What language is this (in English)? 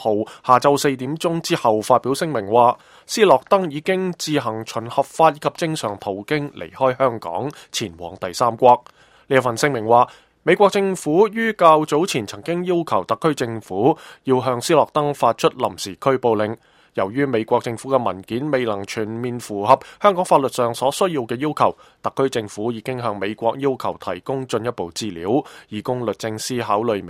Cantonese